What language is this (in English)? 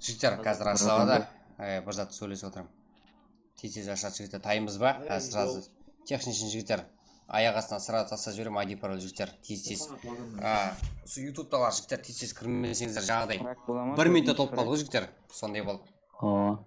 Kara-Kalpak